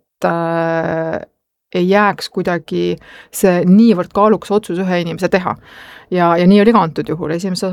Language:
Estonian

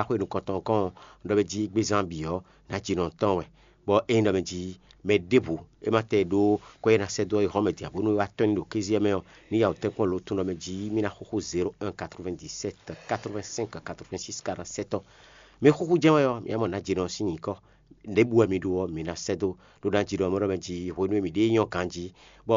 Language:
Fon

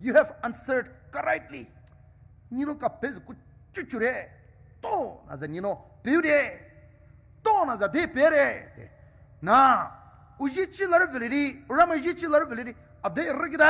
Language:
Poumei Naga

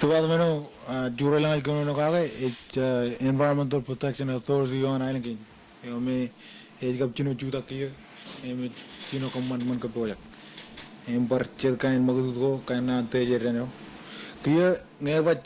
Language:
Marshallese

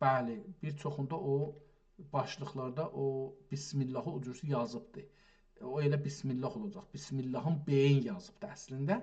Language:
South Azerbaijani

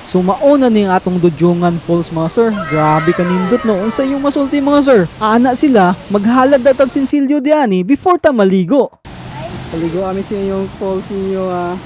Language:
Cebuano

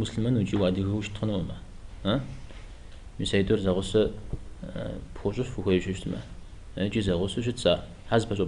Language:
Kabardian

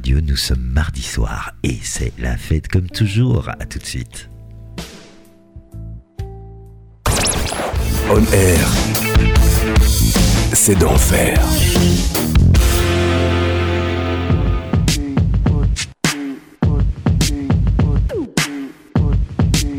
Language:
French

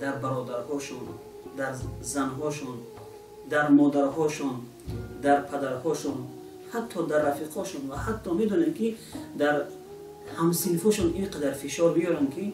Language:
Tajik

